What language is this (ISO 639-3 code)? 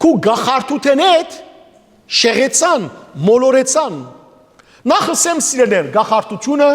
hyw